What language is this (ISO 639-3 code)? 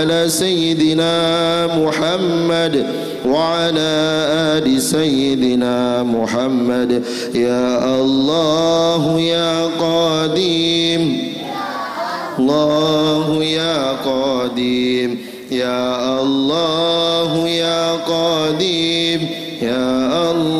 ara